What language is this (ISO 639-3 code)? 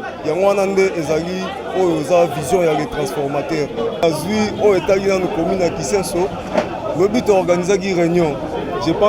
lin